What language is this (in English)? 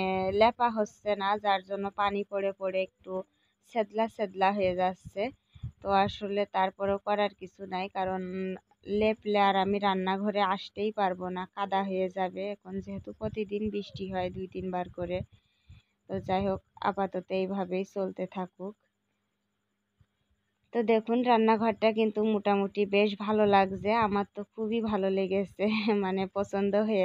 Bangla